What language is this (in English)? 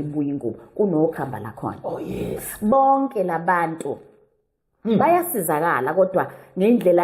Zulu